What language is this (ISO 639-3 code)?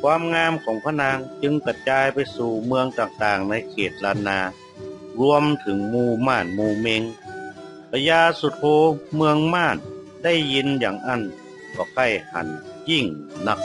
nod